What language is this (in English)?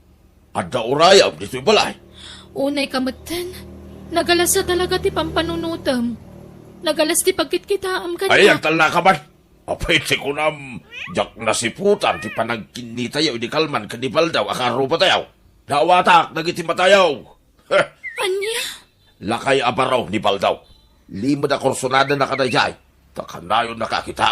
Iloko